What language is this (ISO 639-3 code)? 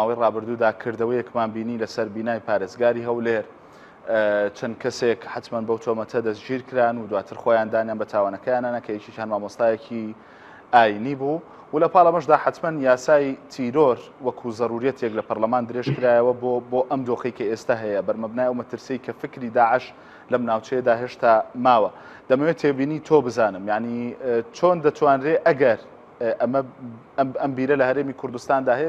ckb